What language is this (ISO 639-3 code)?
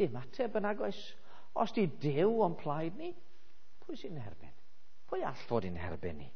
cym